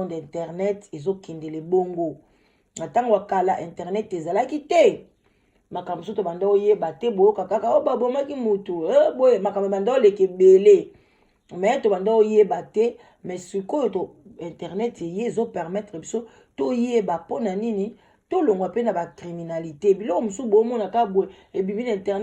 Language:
Lingala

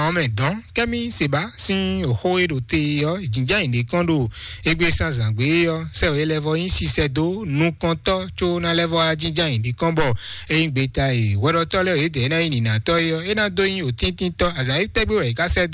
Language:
Fon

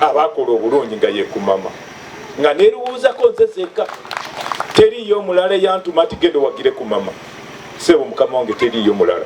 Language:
Ganda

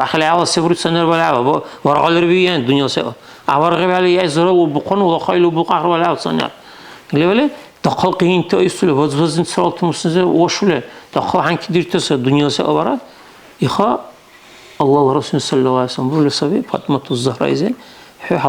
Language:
Dargwa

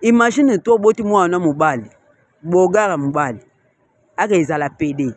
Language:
Lingala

